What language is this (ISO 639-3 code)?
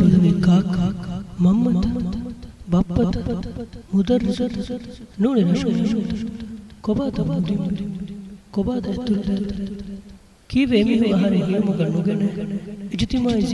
div